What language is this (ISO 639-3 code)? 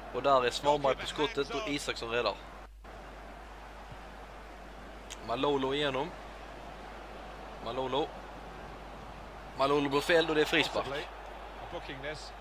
swe